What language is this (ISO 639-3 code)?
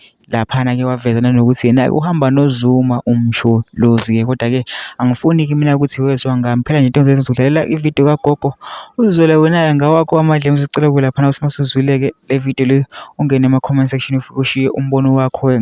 zul